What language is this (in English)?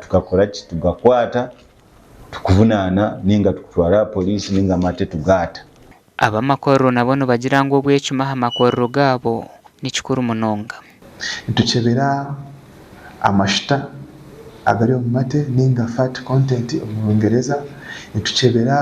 Nyankole